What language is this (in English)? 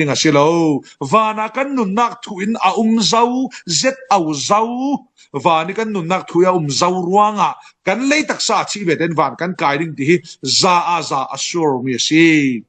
Falam Chin